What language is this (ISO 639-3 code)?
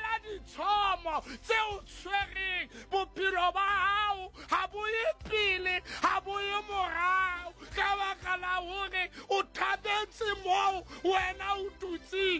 sot